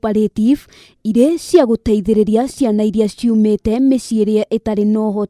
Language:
Kikuyu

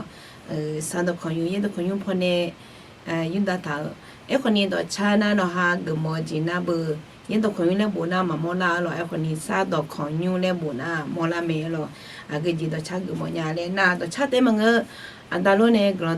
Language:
Akha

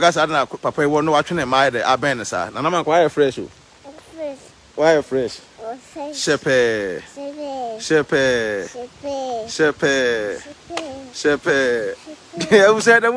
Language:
Akan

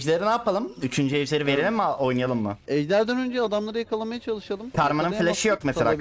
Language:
Turkish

